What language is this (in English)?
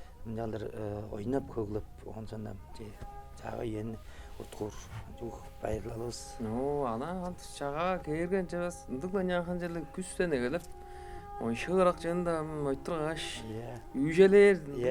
Tuvinian